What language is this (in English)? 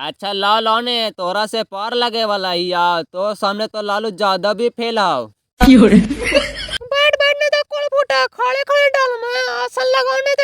Magahi